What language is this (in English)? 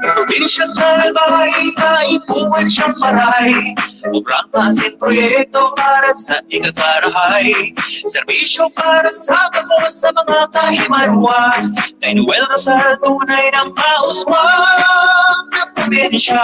Bikol